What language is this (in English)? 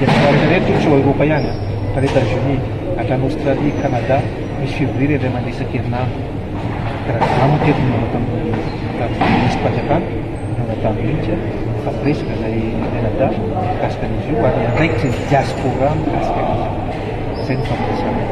Malagasy